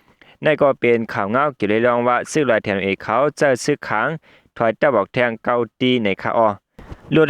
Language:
Shan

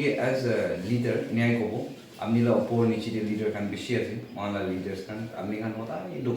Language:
Naga Pidgin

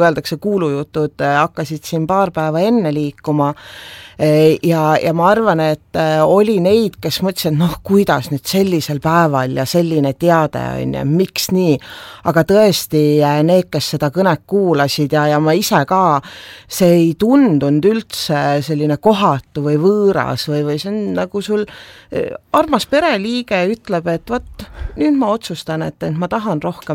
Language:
Estonian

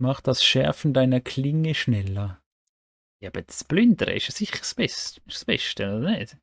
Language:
Swiss German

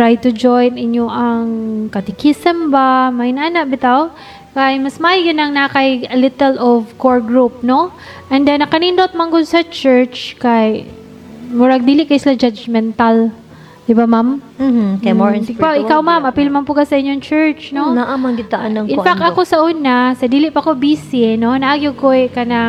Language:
Cebuano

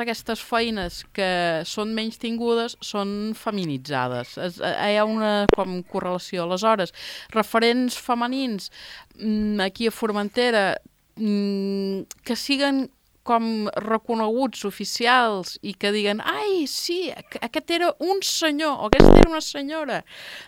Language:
Catalan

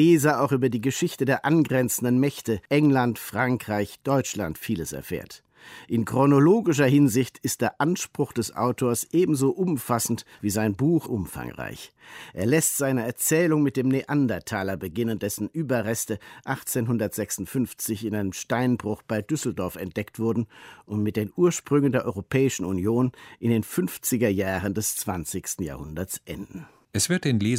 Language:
German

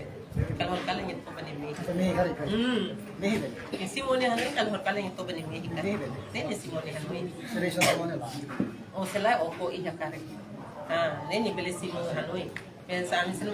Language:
Tetum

